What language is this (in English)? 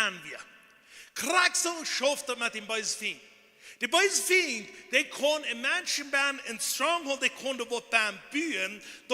Plautdietsch